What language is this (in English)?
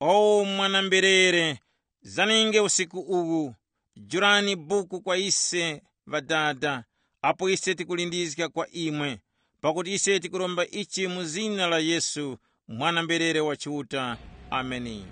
Tumbuka